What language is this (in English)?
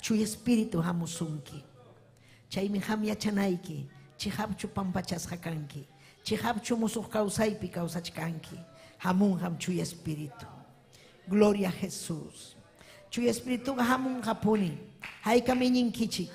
Ayacucho Quechua